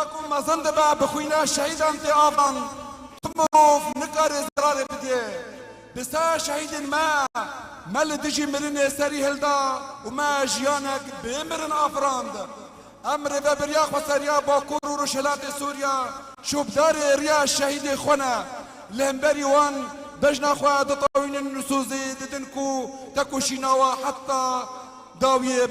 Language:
Kurdish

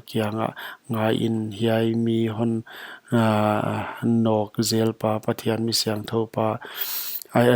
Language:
Paite Chin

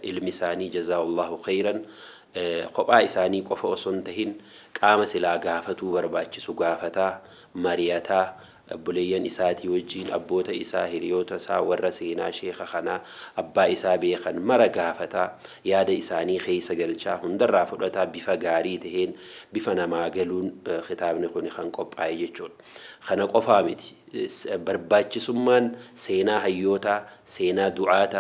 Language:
Oromo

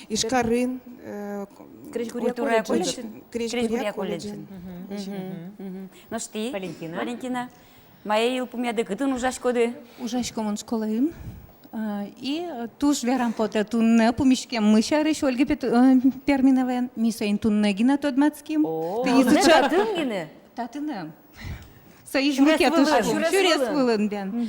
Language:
Udmurt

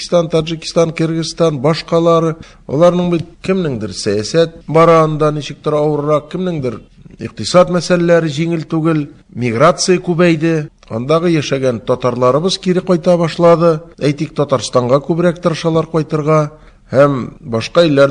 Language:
Tatar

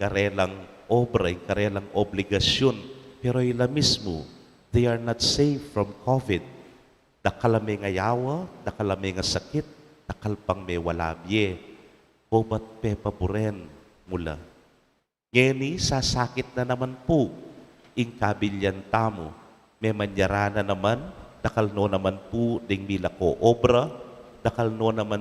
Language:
Pampanga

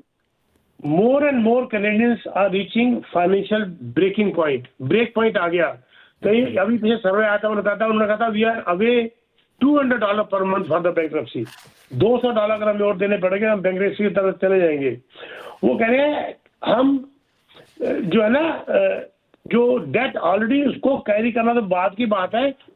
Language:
Hindi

